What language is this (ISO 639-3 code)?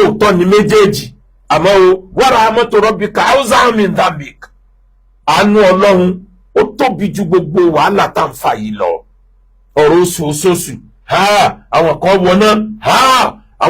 yor